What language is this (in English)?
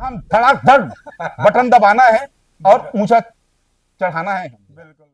Chhattisgarhi